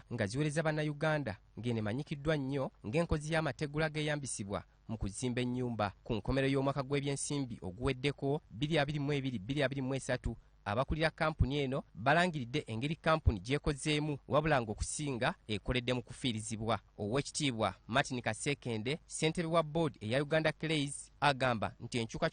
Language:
Ganda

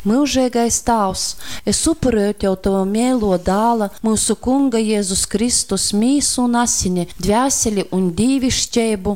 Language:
Latgalian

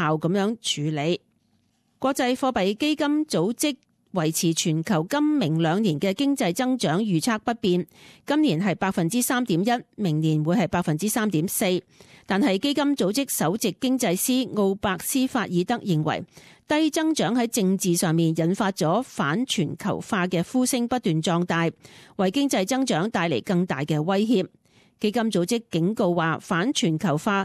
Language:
Cantonese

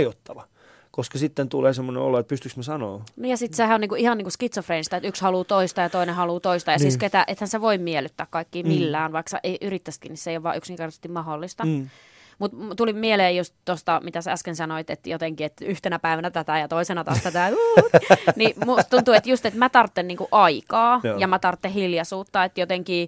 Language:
Finnish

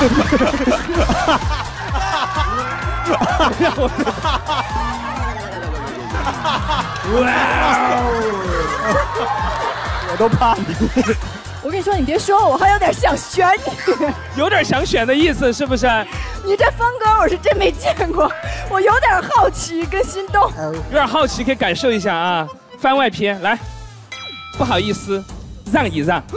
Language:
Chinese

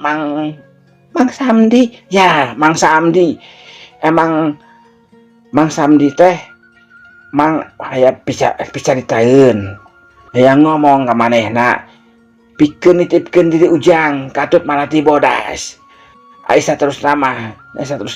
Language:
Sundanese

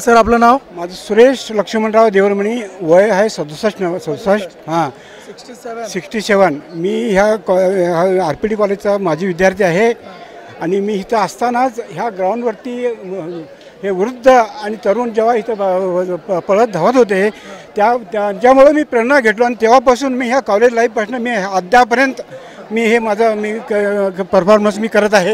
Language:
Marathi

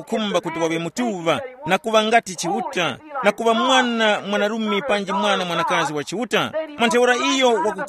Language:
Tumbuka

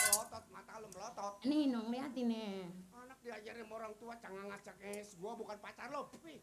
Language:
Betawi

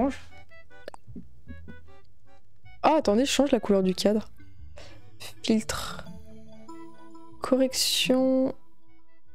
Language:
French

